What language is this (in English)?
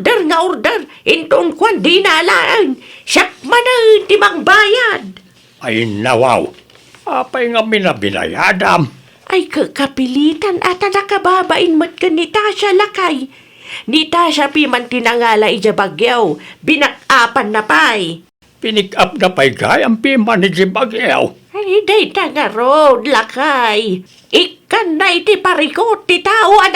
Iloko